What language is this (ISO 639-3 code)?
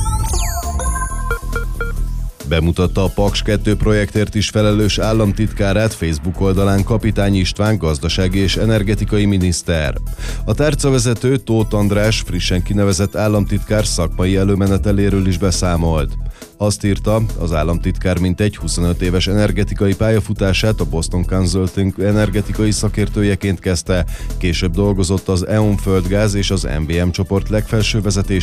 hun